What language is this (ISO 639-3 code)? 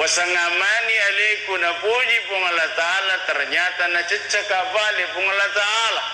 bug